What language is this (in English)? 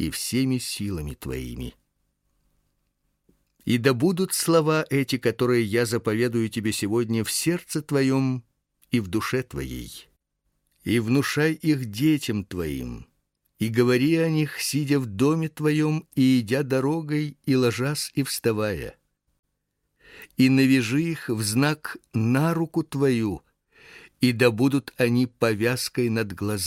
Russian